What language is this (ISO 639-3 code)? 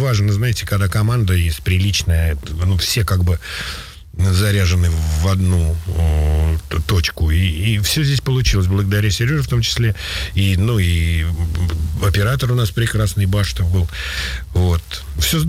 rus